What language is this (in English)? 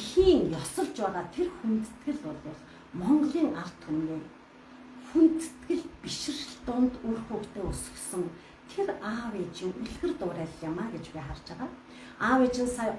Mongolian